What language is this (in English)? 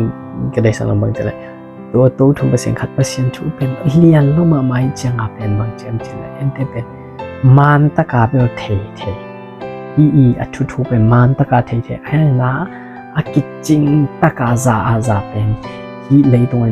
Tedim Chin